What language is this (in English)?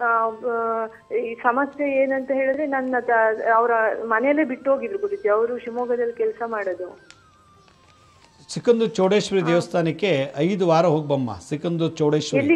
Kannada